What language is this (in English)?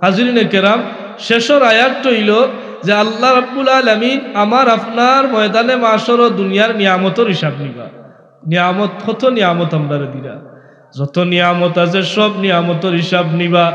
Sylheti